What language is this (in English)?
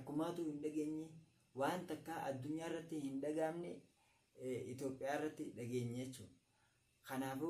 Oromo